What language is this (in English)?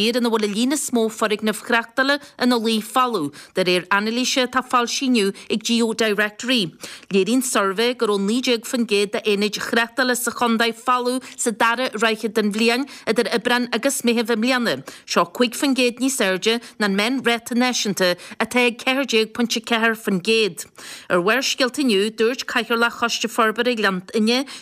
Irish